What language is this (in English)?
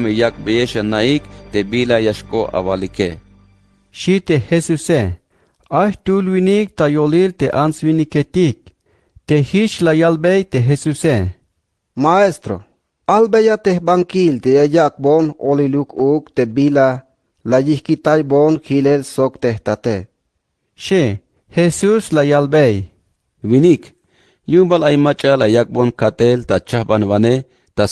Tzeltal